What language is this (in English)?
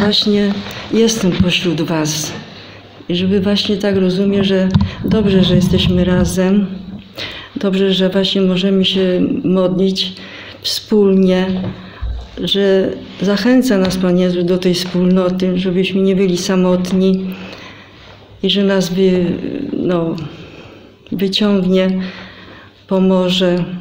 Polish